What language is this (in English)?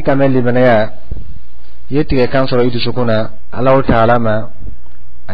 Dyula